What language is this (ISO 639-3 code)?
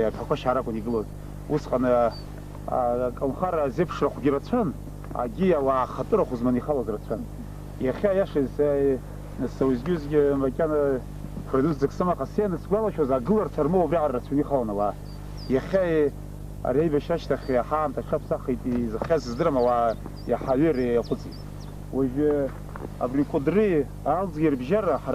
abk